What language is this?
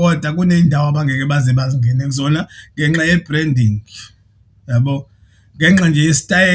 Zulu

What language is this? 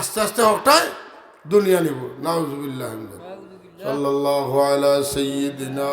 Sylheti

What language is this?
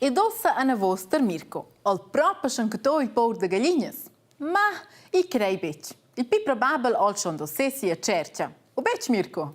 Romansh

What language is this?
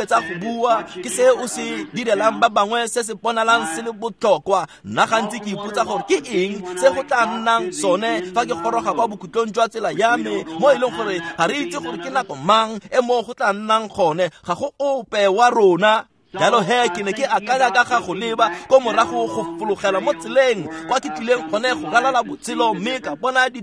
Tswana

